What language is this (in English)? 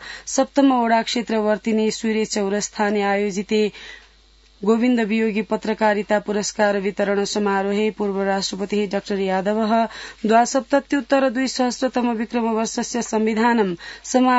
Sanskrit